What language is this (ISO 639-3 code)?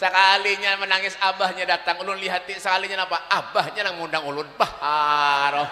bjn